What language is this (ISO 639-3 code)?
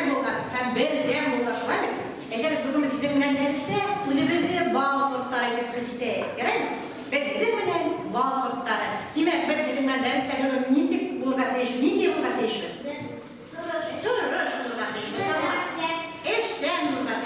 bak